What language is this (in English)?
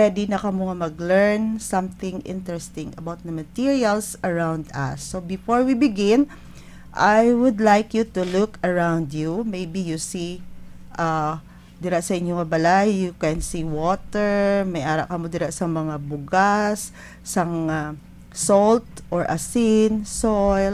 Hiligaynon